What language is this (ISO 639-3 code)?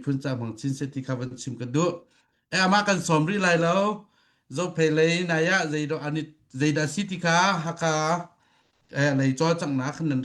cnh